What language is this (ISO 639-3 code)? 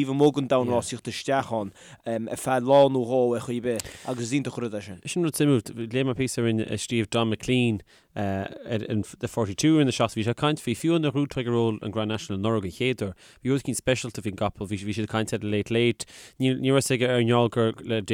gle